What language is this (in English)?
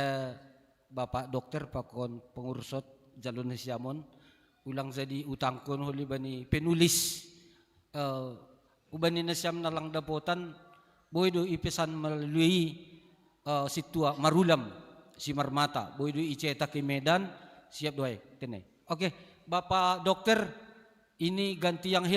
Batak Simalungun